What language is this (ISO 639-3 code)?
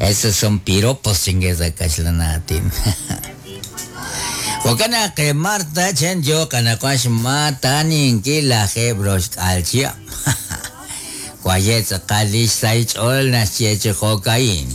kek